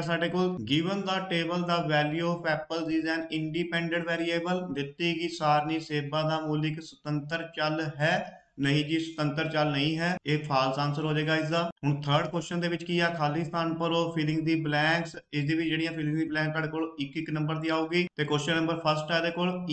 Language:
Punjabi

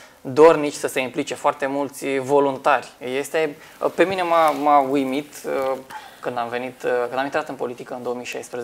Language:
Romanian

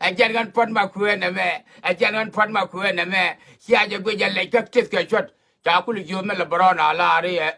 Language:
Nuer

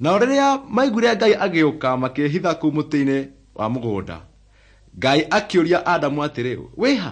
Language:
Kikuyu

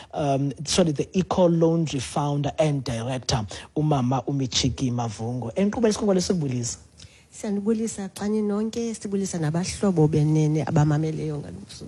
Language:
Xhosa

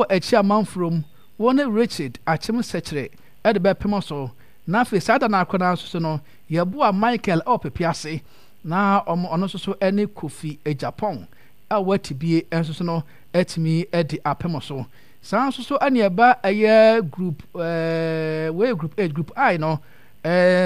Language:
Akan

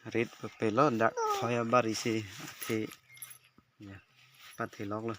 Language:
Karbi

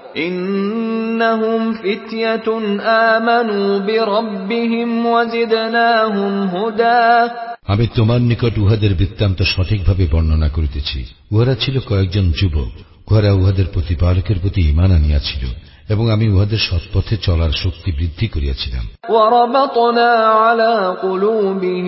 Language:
Bangla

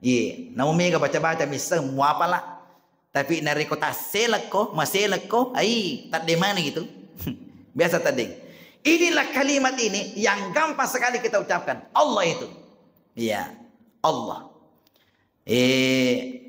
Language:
Buginese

